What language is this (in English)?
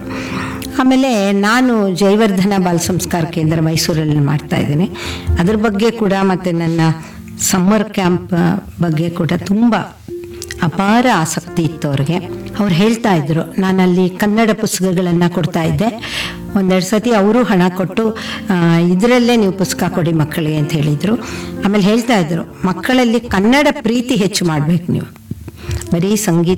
Kannada